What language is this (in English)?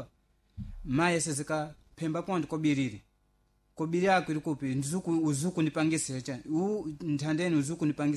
Sena